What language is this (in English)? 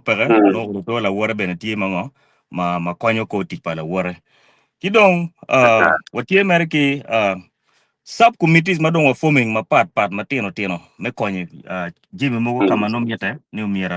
Acoli